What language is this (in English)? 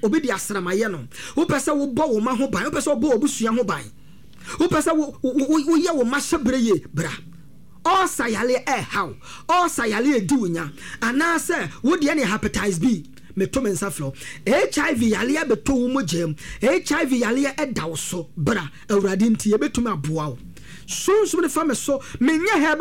Akan